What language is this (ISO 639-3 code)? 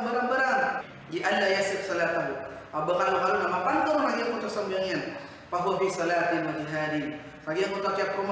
mrw